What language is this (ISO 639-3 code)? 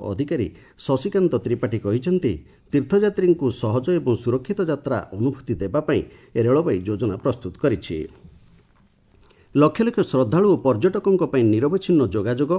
ori